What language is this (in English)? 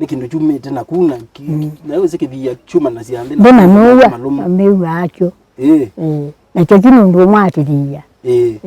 Kamba